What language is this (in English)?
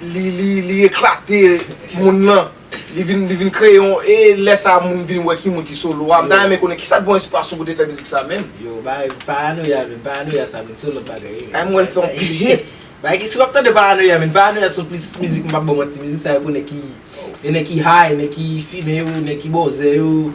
Haitian Creole